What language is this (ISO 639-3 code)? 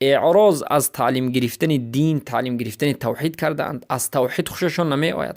fas